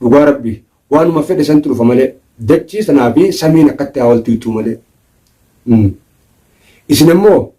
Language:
Oromo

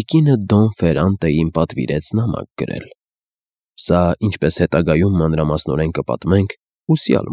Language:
Armenian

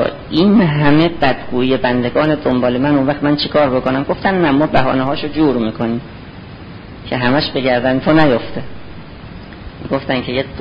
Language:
Persian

